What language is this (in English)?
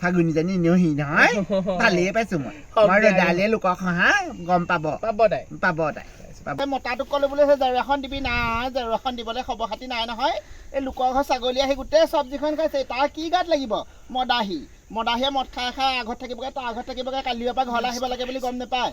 Assamese